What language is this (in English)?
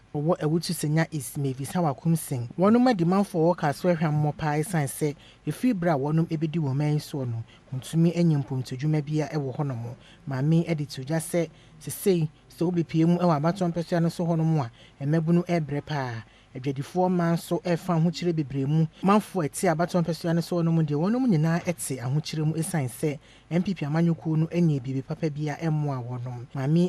Akan